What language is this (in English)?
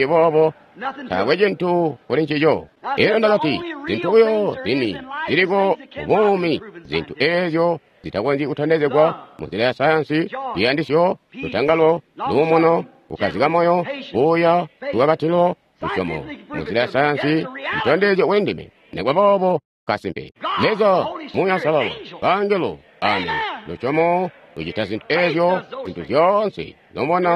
Tonga (Zambia)